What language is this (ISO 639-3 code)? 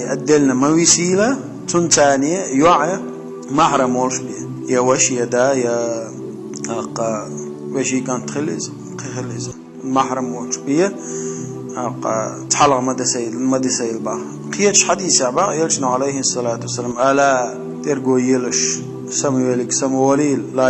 che